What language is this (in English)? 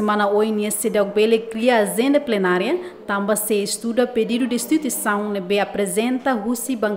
Tetum